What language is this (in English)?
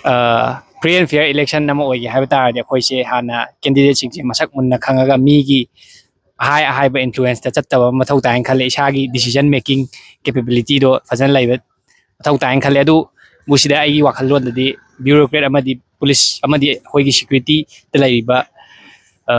Manipuri